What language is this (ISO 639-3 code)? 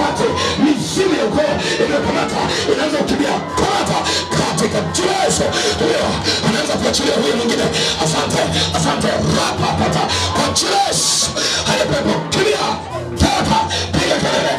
swa